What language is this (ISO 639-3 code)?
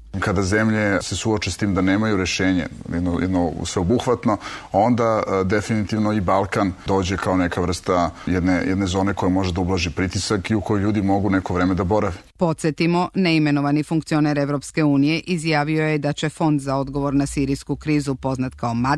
srp